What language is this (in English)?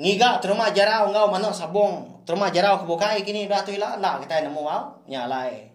Iban